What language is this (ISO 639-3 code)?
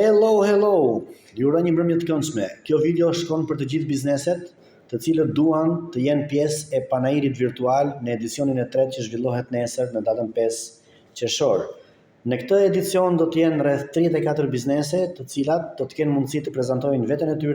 sqi